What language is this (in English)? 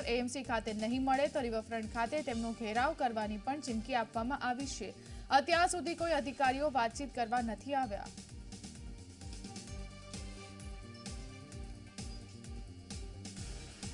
Gujarati